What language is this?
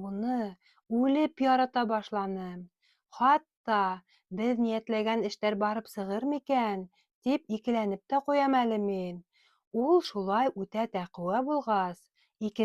Bashkir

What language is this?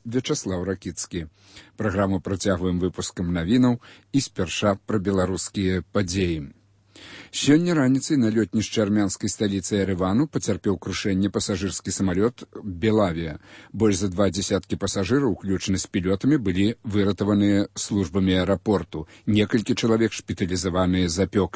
Belarusian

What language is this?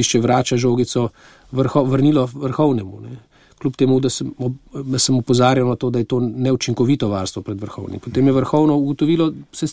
Slovenian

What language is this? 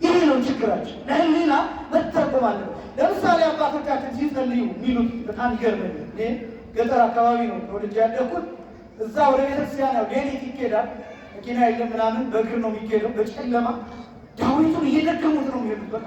Amharic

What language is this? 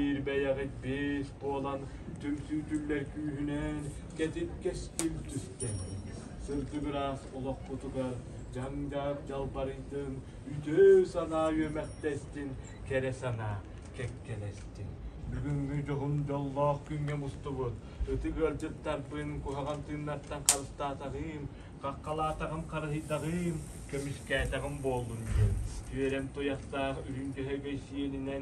Yakut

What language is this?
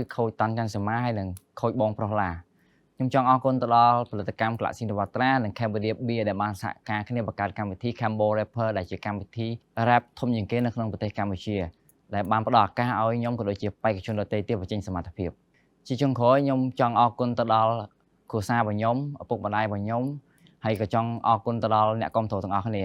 Khmer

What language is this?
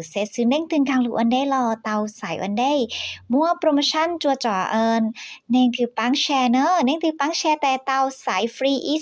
Hmong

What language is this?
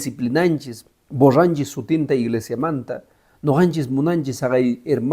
Quechua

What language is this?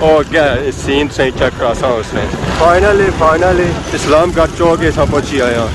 Pahari-Potwari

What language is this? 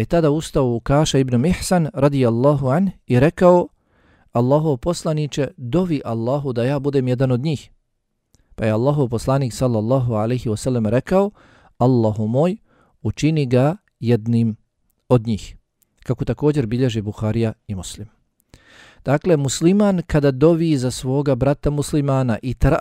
Bosnian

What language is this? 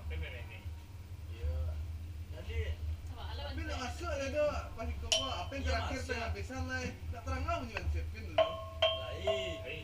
Minangkabau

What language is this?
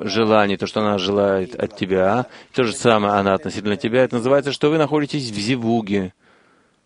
Russian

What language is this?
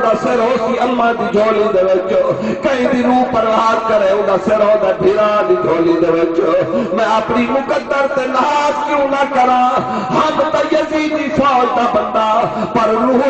Saraiki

